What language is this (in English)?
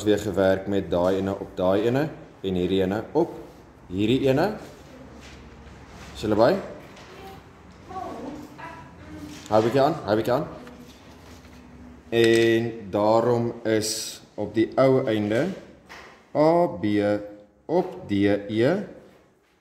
Afrikaans